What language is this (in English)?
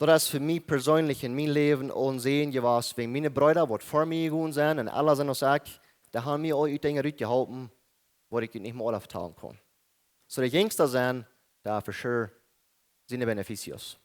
Plautdietsch